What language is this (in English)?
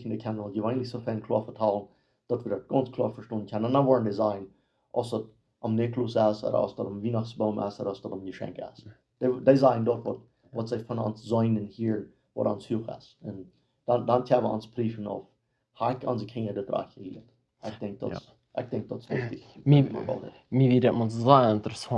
Plautdietsch